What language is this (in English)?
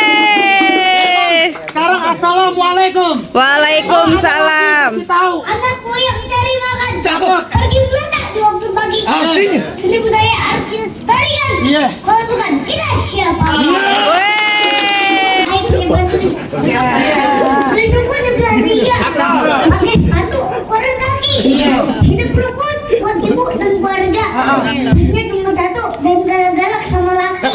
Betawi